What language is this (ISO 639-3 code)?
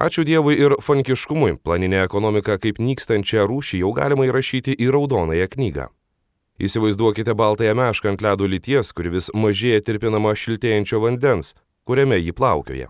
lit